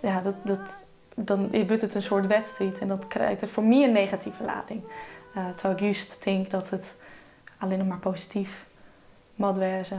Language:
Western Frisian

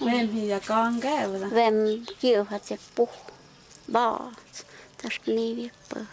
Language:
Totontepec Mixe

